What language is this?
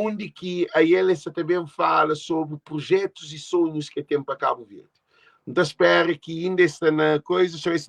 Kabuverdianu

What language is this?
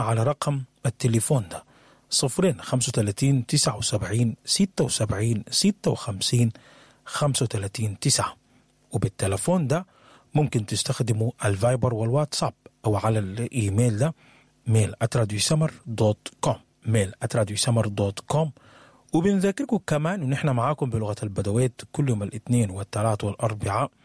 Sudanese Arabic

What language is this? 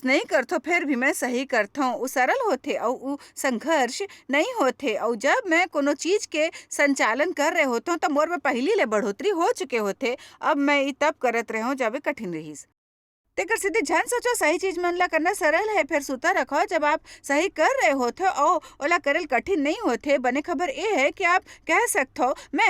Chhattisgarhi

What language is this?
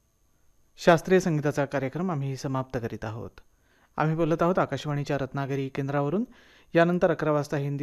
Marathi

